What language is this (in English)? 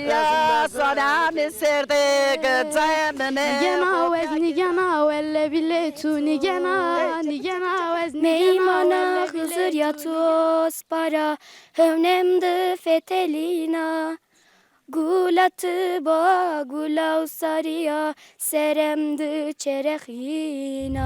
Zaza